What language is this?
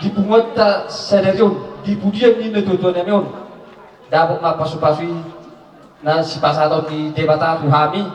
Batak Toba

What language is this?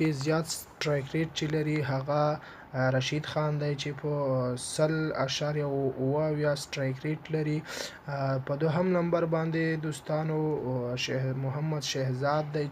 Pashto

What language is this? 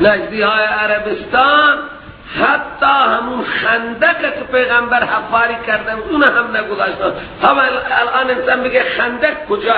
Persian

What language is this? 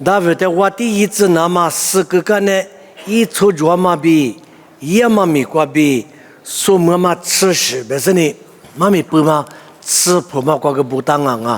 Lisu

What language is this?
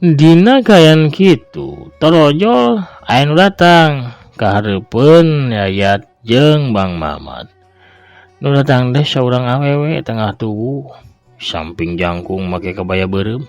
Sundanese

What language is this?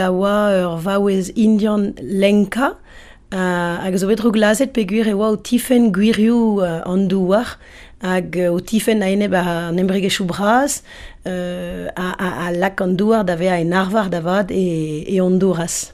Breton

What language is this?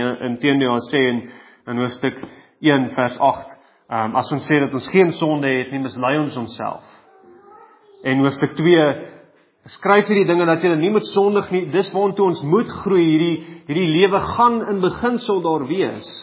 Afrikaans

